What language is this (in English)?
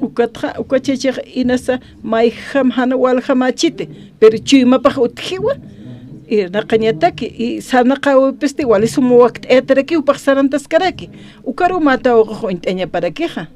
Aymara